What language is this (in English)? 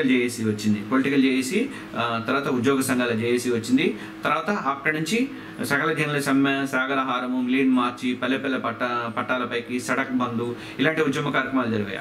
Telugu